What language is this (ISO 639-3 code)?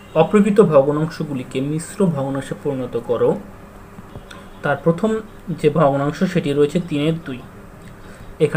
ben